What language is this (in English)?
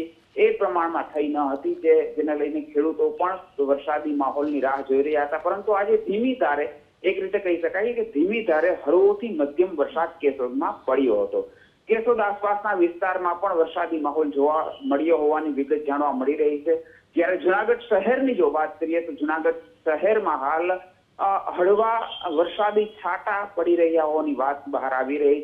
Gujarati